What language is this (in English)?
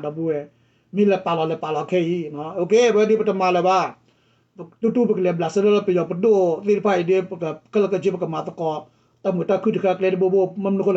S'gaw Karen